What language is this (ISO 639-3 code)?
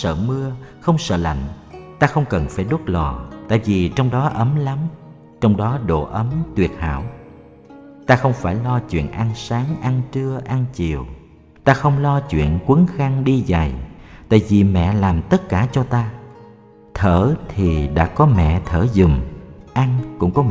vie